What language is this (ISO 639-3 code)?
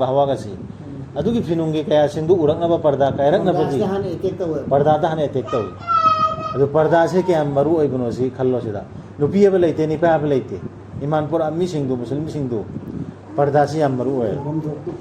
mni